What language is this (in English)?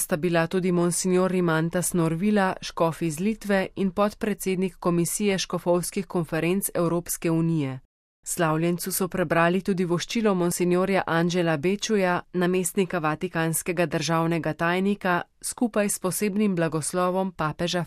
Slovenian